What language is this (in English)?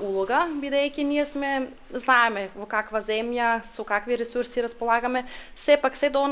Macedonian